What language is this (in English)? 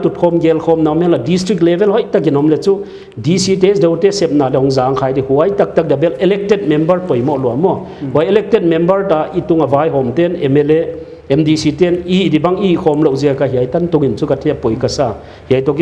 Paite Chin